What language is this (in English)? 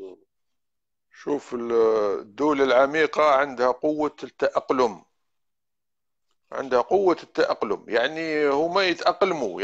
Algerian Arabic